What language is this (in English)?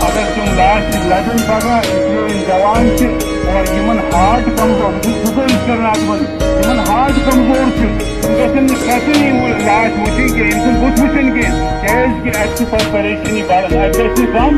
Kashmiri